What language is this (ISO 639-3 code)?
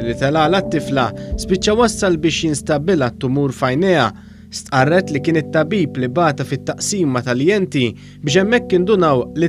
mlt